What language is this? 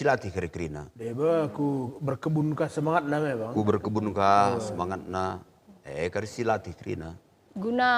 Batak Karo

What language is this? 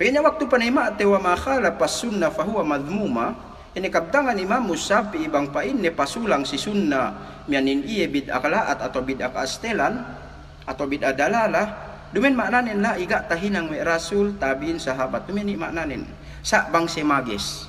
Yakan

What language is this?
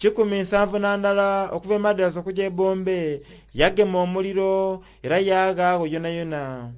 Soga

